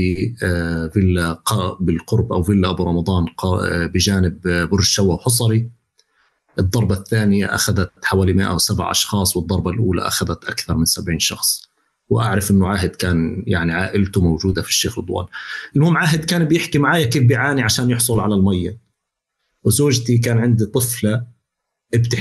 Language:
North Levantine Arabic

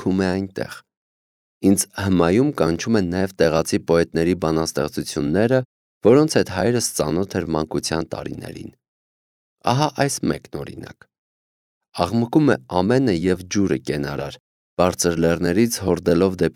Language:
Armenian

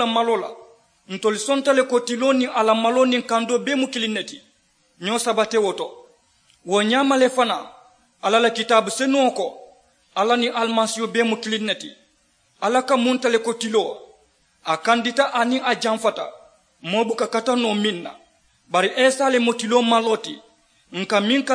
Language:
Mandingo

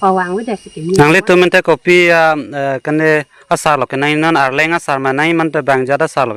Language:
Karbi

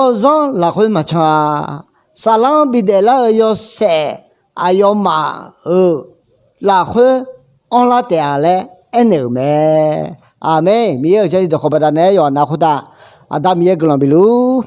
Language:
Akha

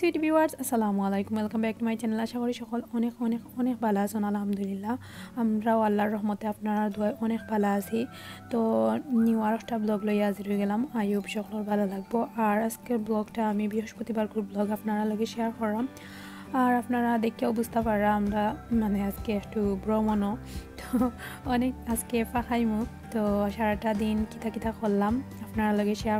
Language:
Sylheti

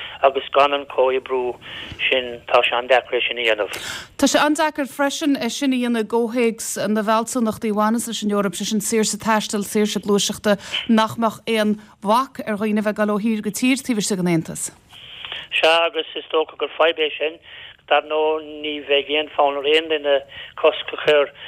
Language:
Irish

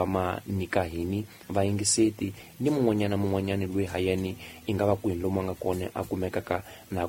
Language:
Tsonga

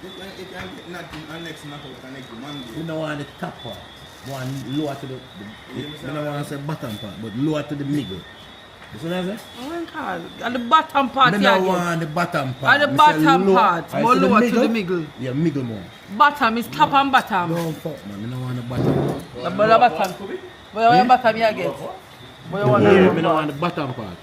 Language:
Jamaican Creole English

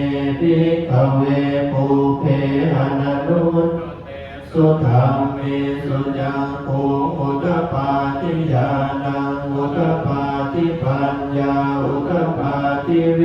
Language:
Pali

